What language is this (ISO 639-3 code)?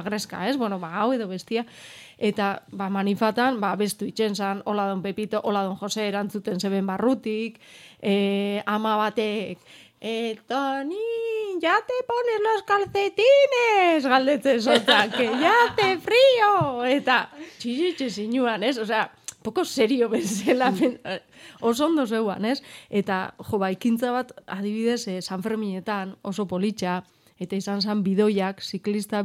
eus